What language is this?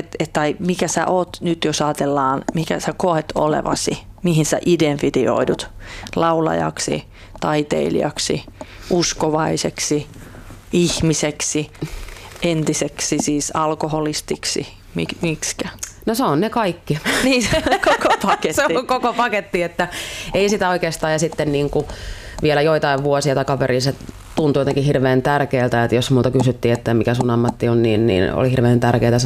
Finnish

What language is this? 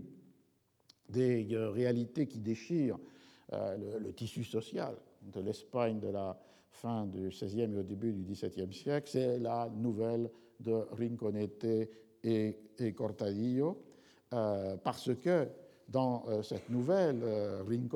French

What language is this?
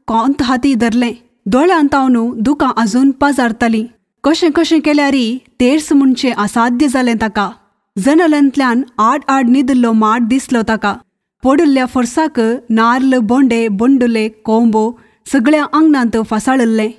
Konkani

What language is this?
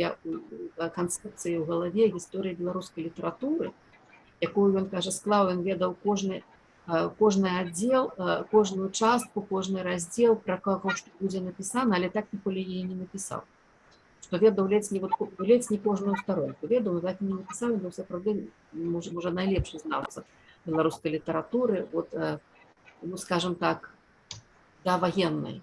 Belarusian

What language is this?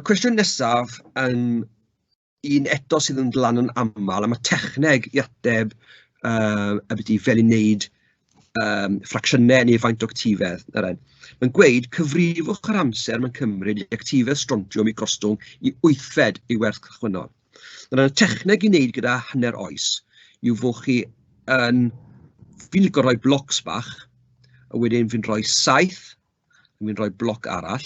Welsh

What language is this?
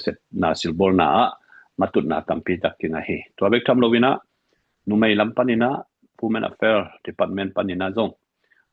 Tedim Chin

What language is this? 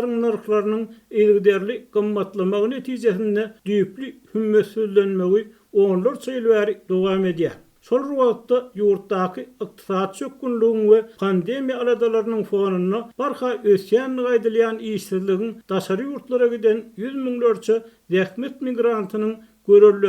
Turkmen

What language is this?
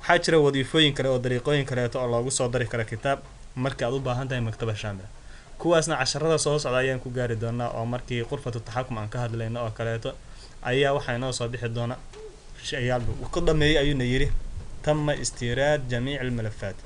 Somali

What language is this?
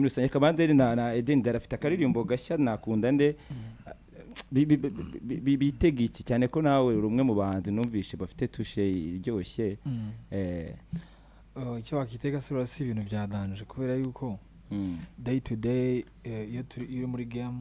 Kinyarwanda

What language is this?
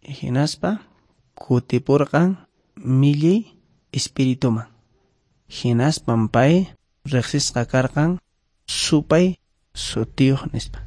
Quechua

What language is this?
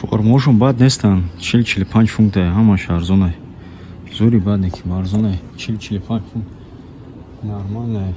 Tajik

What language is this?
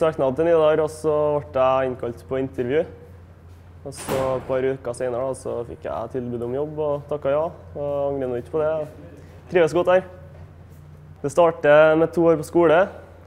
Norwegian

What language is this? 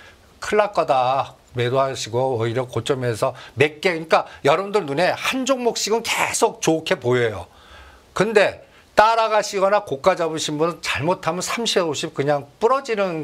Korean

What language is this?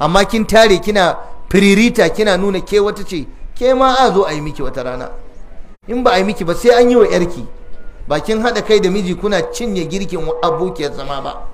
Hausa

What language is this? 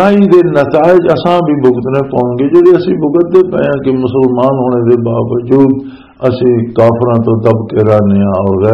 Western Panjabi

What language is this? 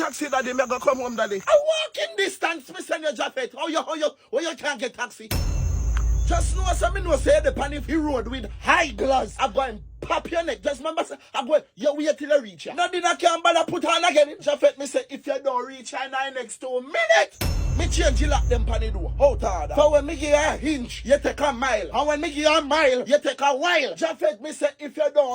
Jamaican Creole English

